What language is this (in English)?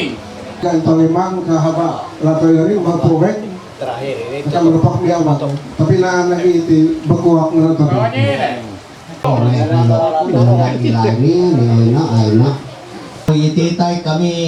Ma'anyan